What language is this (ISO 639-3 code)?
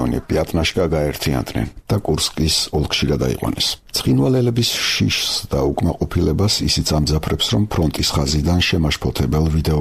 kat